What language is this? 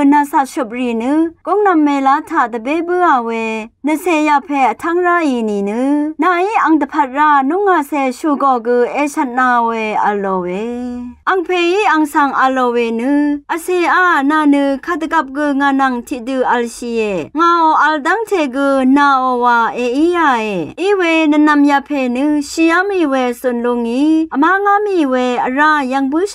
Rawang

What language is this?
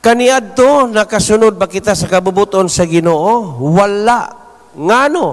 Cebuano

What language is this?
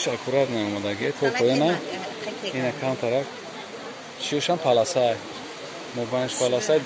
Tajik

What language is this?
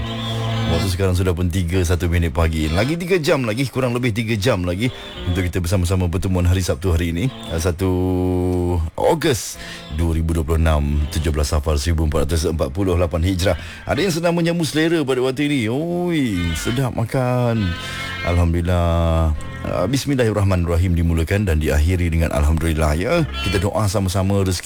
Malay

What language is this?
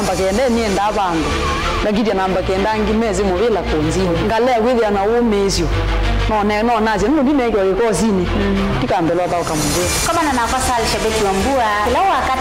Kamba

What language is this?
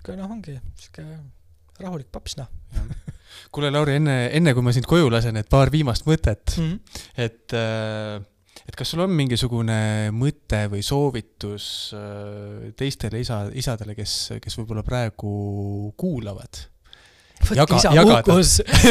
Estonian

